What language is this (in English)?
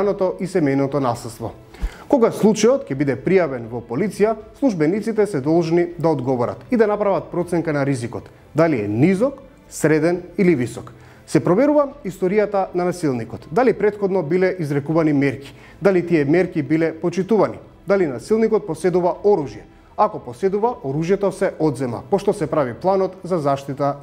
Macedonian